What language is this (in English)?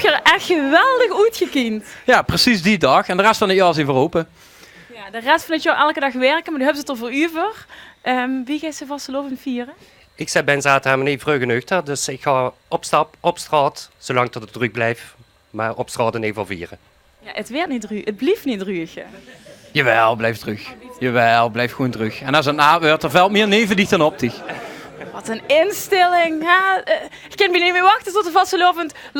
Limburgish